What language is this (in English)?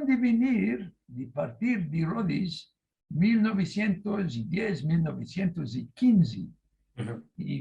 Ladino